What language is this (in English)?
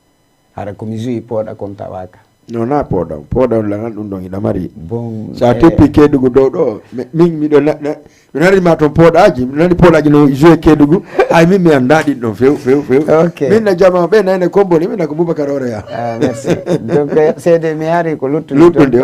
Fula